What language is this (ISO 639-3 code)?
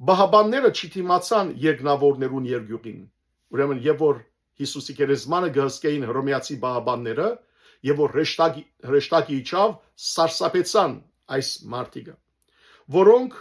hyw